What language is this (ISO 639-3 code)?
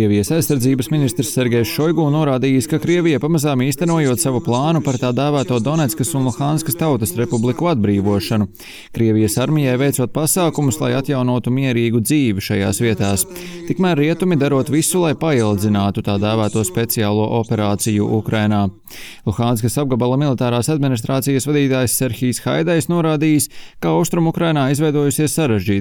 lav